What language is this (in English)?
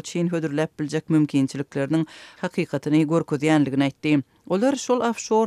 Turkmen